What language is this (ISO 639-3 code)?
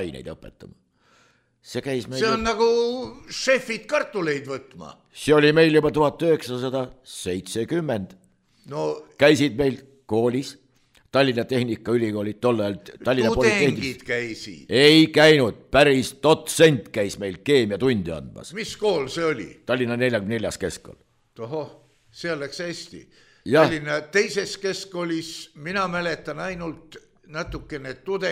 est